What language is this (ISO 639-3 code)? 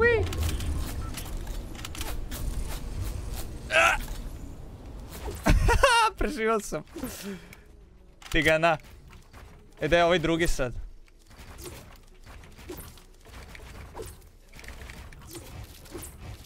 hrv